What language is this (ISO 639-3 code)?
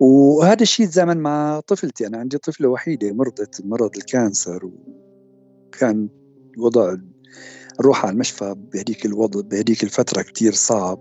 apc